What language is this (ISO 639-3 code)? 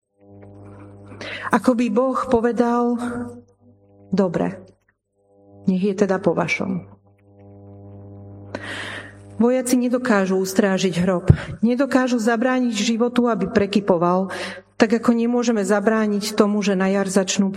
slk